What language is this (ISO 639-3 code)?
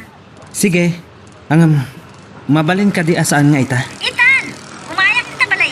ilo